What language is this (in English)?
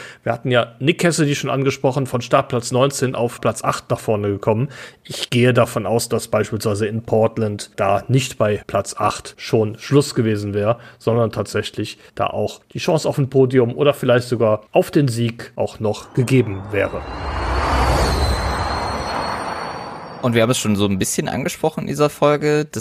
German